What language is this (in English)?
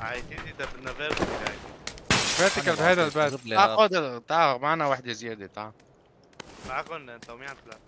North Levantine Arabic